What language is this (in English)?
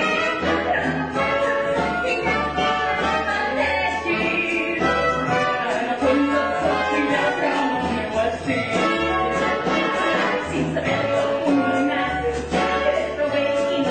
Catalan